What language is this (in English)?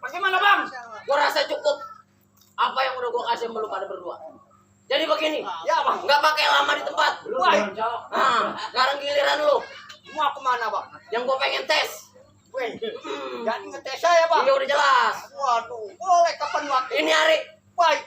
Betawi